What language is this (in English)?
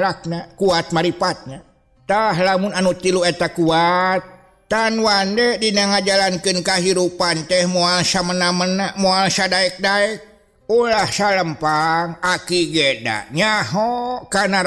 Sundanese